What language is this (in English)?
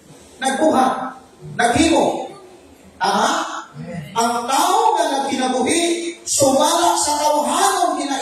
Cebuano